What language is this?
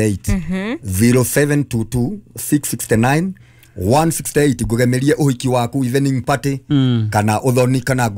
Kikuyu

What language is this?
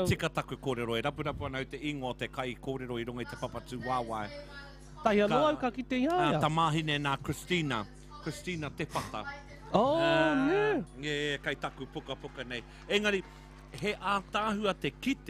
Māori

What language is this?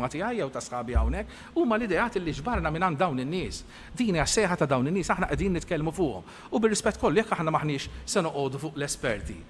Maltese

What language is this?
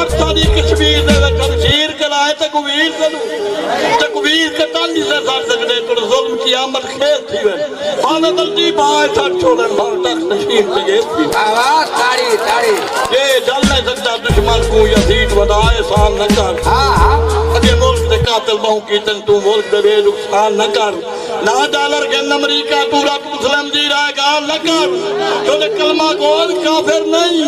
Saraiki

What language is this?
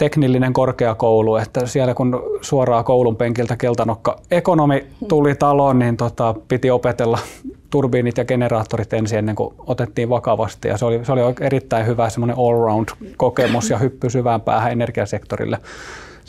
Finnish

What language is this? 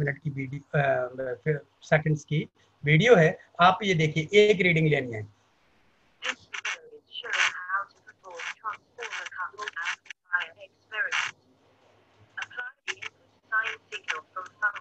Hindi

